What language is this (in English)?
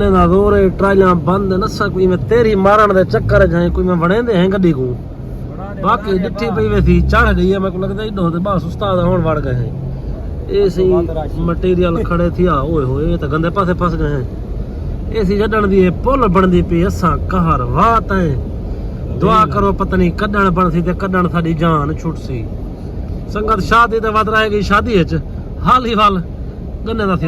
Saraiki